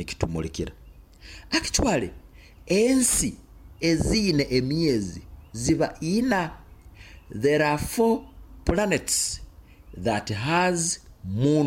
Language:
Nyoro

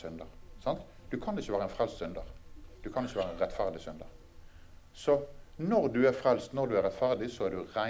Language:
Norwegian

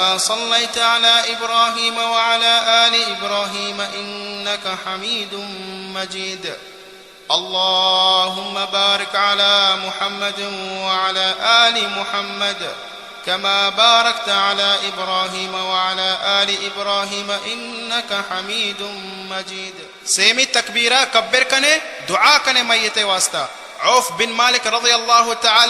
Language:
Baluchi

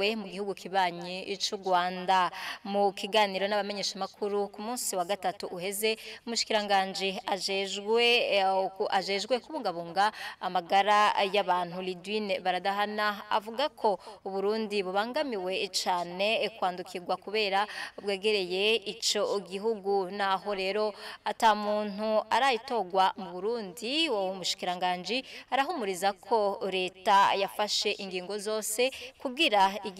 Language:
Rundi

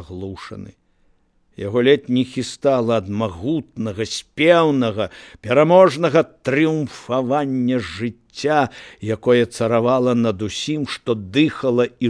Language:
Belarusian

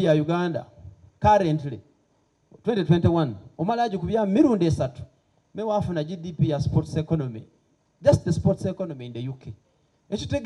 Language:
Soga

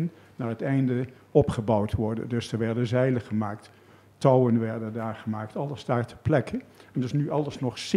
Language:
Dutch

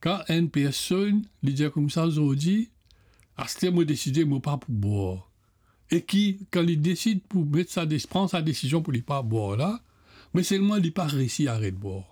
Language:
Morisyen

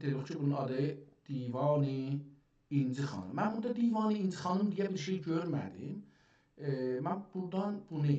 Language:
South Azerbaijani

